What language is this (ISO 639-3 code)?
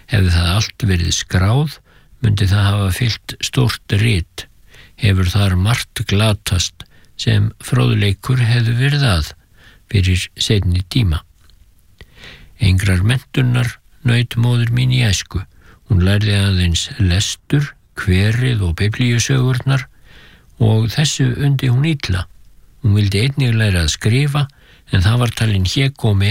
isl